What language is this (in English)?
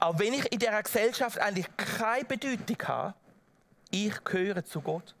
Swiss German